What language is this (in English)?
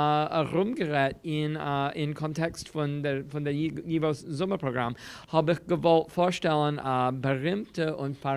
Yiddish